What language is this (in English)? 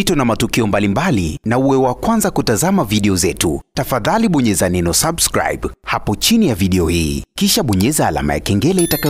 Swahili